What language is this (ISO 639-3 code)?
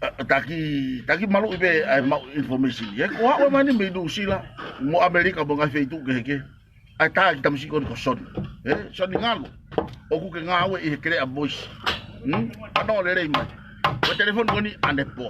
ton